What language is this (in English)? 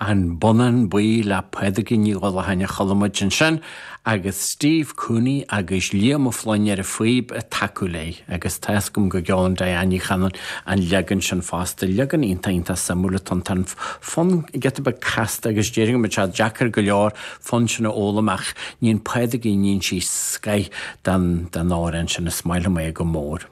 Irish